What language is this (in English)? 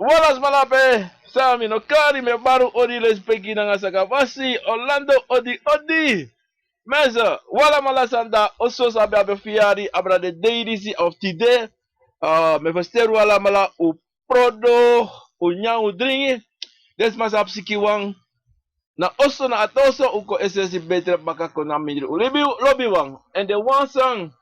Sranan Tongo